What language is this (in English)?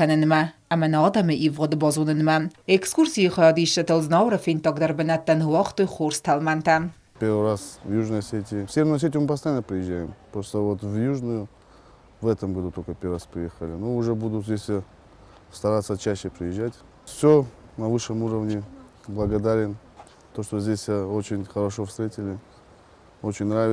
Ossetic